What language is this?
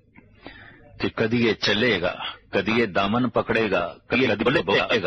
Punjabi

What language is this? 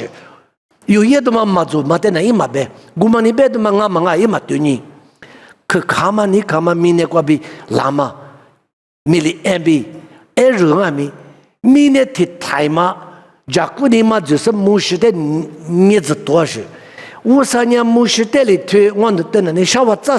Lisu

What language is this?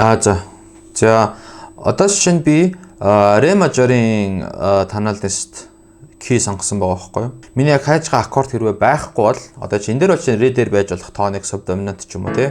Mongolian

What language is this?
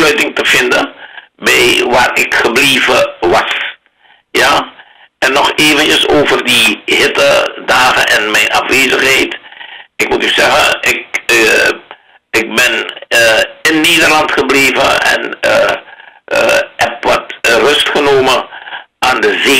Dutch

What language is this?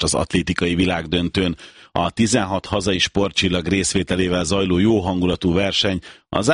Hungarian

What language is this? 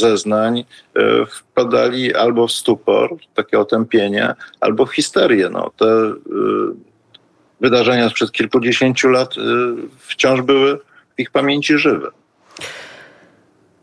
Polish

